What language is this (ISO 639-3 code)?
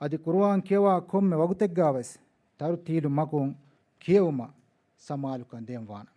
div